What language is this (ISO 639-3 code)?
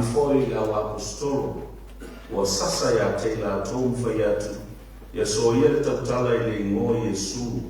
smo